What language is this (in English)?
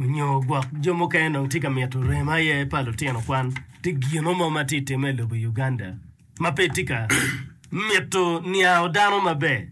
Acoli